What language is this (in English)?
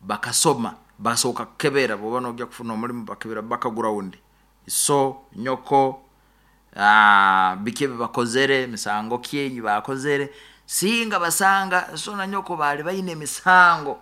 Nyoro